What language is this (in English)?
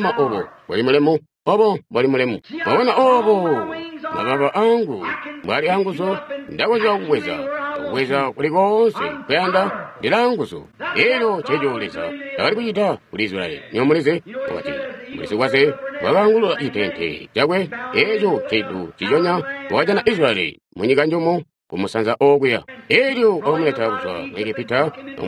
Tonga (Zambia)